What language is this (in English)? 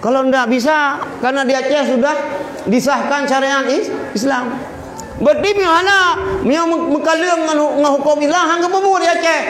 Achinese